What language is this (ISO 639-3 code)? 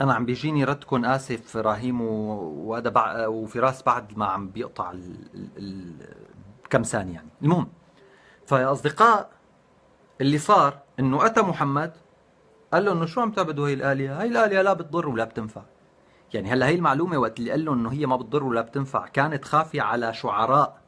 apc